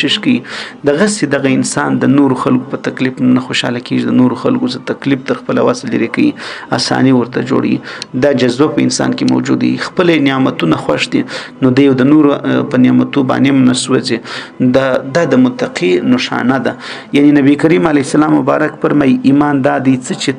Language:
Pashto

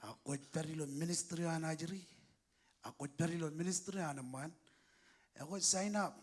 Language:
Marshallese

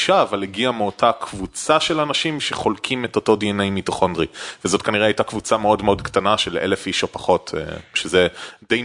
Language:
Hebrew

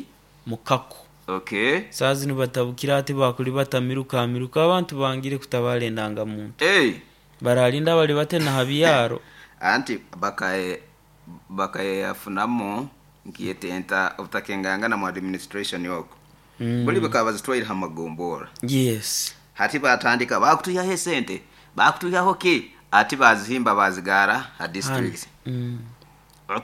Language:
Nyoro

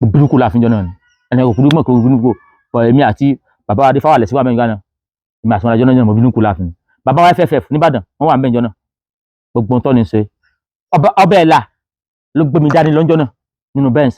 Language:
Yoruba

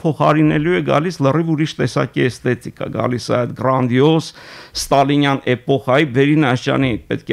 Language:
Armenian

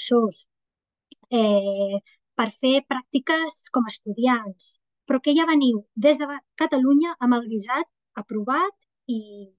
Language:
Catalan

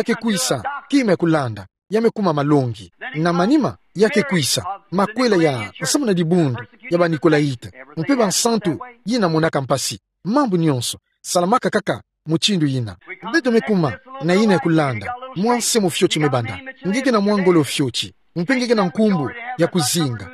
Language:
Kituba (Democratic Republic of Congo)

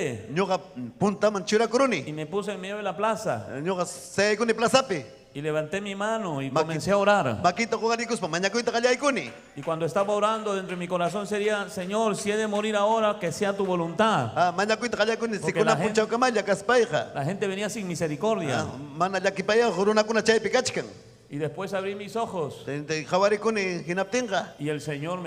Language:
Ayacucho Quechua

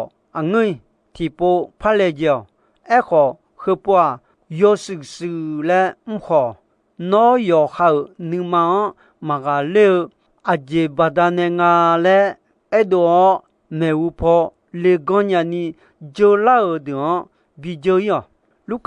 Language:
Akha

